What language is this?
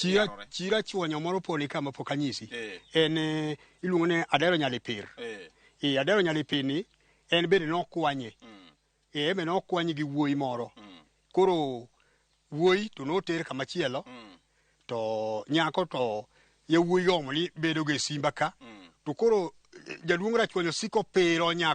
Luo (Kenya and Tanzania)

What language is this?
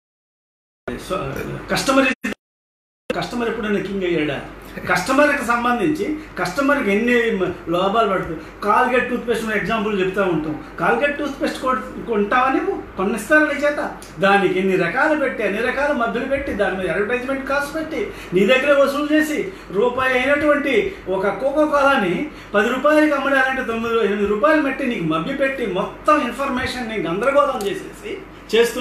Telugu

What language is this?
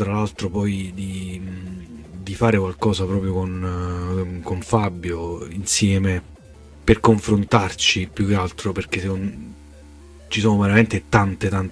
Italian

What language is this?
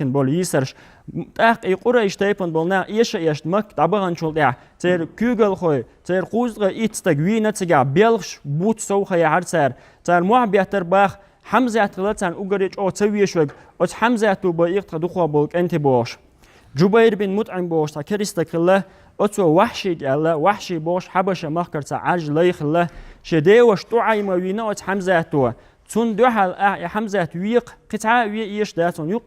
Chechen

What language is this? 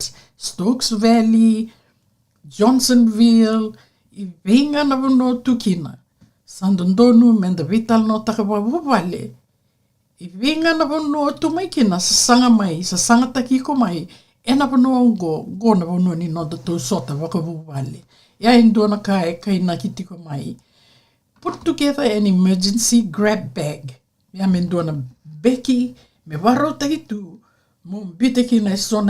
Fijian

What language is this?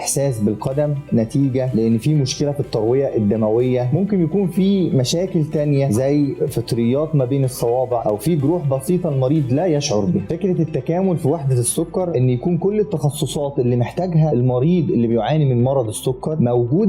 Egyptian Arabic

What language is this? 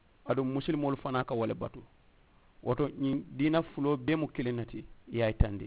Mandingo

